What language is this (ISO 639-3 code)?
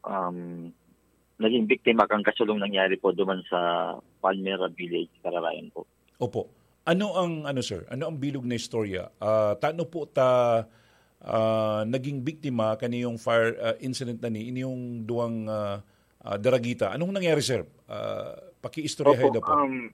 bik